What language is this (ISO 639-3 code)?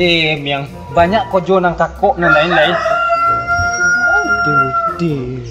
min